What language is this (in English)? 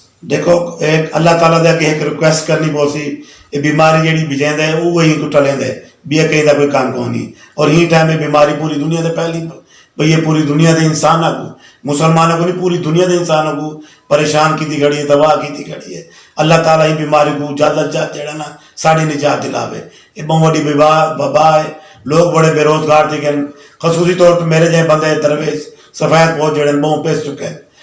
Saraiki